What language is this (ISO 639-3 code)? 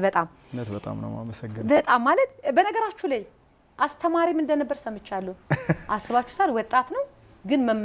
amh